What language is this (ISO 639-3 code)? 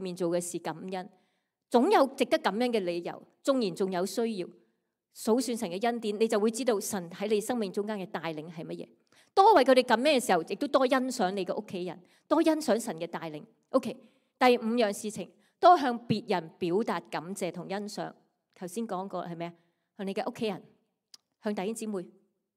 yue